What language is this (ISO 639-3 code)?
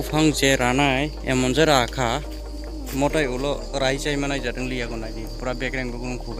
trp